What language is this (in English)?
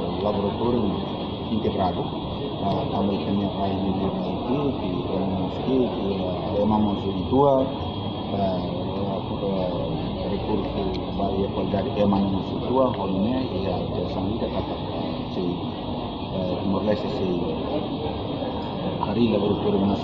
Tetum